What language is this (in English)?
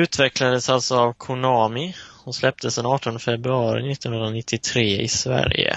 Swedish